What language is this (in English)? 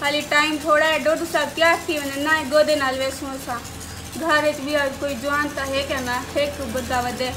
Saraiki